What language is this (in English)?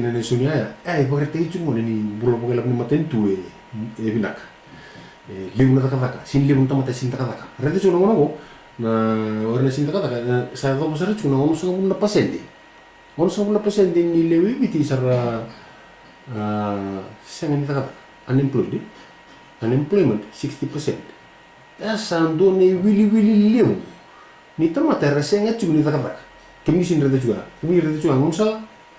Fijian